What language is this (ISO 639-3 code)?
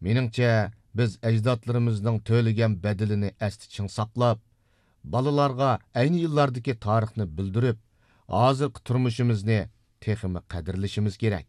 uig